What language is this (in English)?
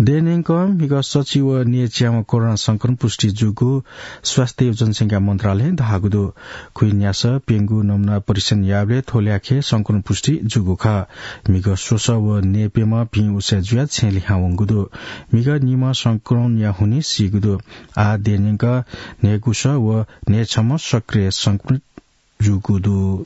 Newari